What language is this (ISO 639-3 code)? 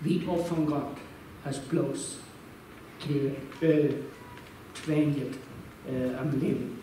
pdt